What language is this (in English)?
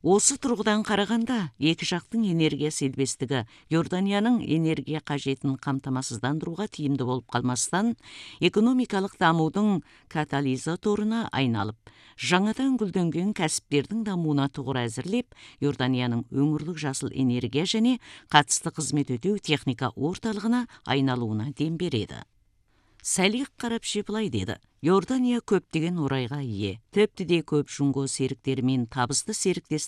Kazakh